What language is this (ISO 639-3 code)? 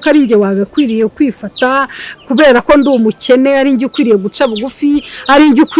kin